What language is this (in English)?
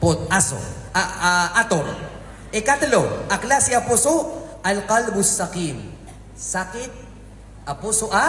Maranao